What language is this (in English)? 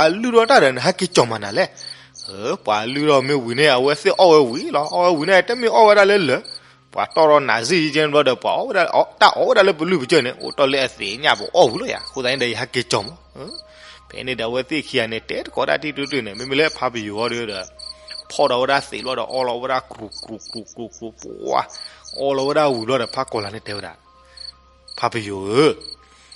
S'gaw Karen